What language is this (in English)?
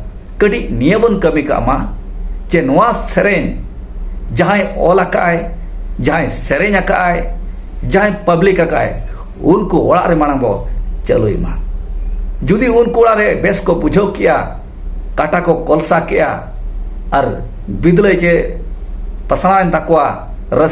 Santali